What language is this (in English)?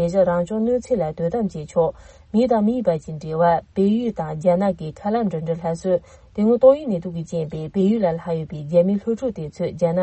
Tibetan